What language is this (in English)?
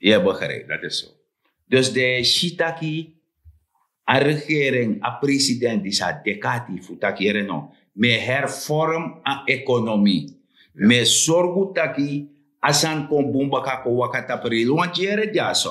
Sranan Tongo